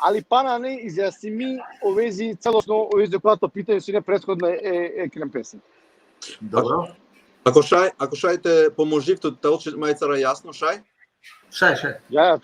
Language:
Balkan Romani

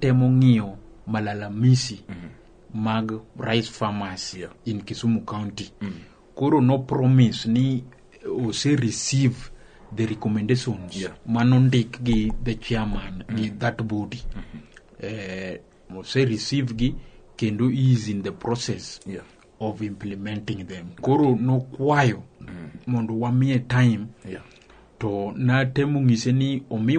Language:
Luo (Kenya and Tanzania)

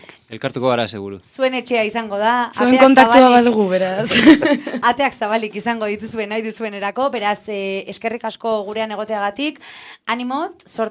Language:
Basque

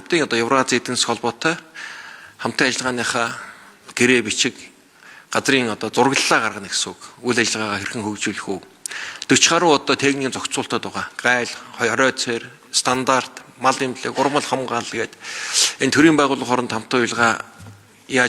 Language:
Mongolian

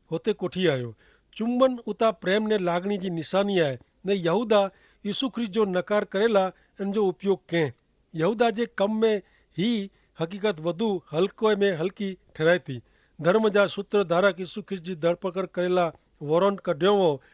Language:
Kachhi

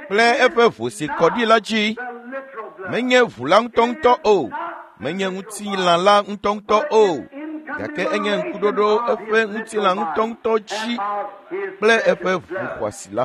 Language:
Ewe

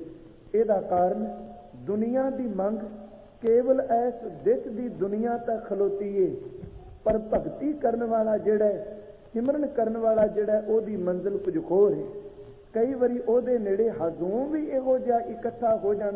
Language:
Punjabi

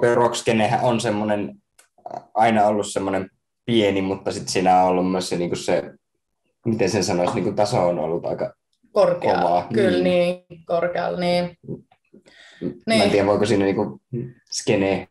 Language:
Finnish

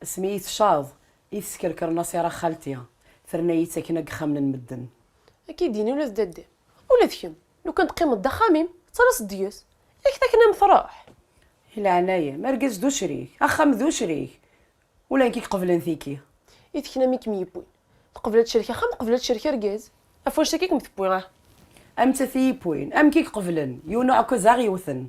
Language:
Kabyle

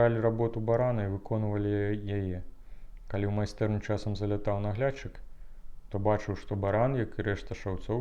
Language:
Belarusian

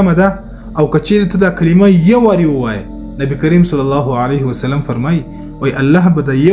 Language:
Pashto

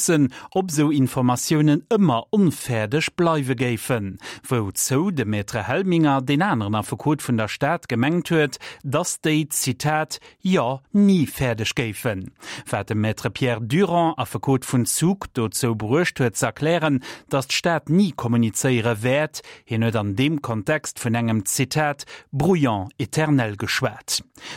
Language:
Luxembourgish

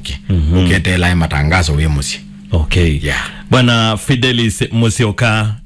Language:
Kamba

